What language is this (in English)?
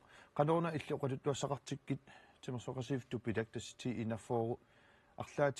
Kalaallisut